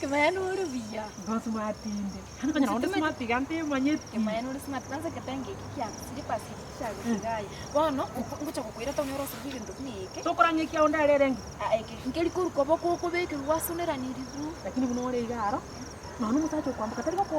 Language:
Gusii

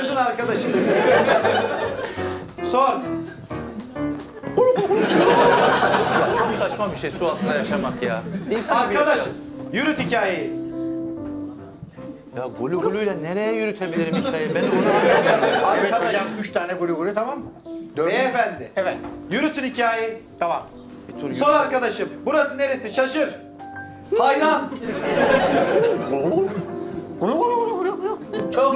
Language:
Turkish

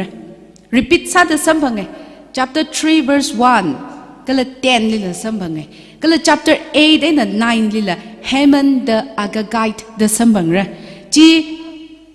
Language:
Tangkhul Naga (India)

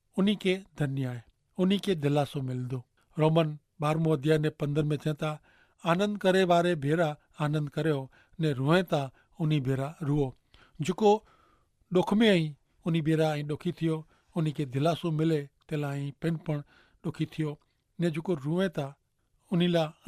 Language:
Kachhi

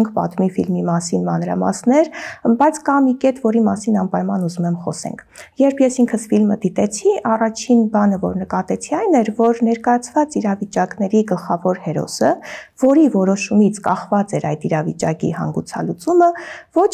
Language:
Armenian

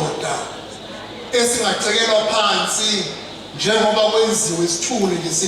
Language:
Zulu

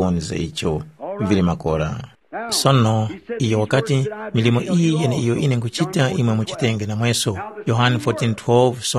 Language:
Tumbuka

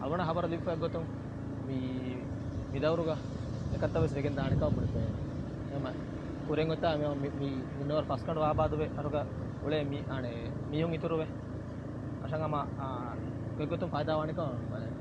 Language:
Divehi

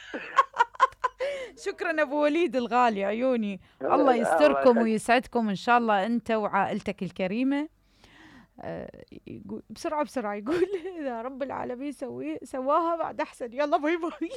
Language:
Mesopotamian Arabic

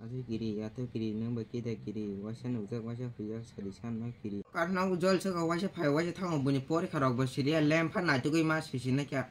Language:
Kok Borok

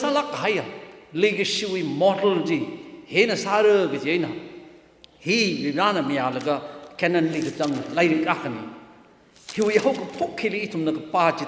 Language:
Tangkhul Naga (India)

